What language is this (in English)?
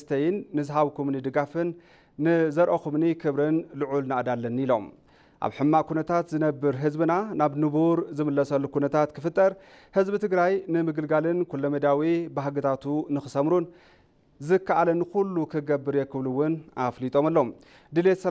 Tigrinya